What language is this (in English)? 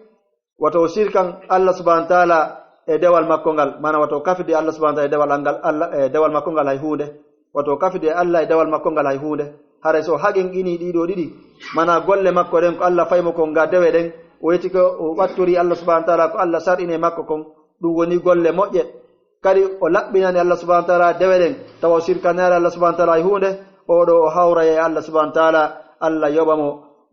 Pular